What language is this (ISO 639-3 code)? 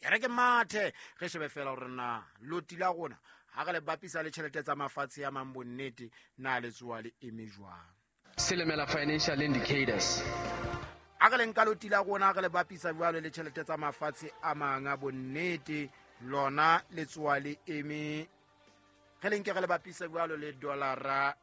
sot